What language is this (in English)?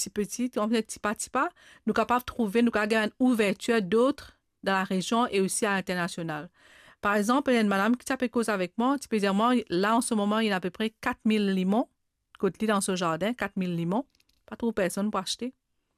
Morisyen